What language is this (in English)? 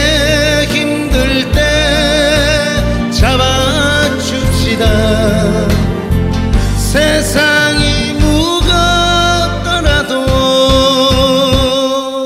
Korean